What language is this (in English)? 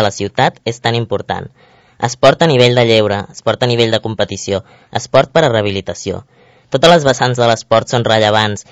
Catalan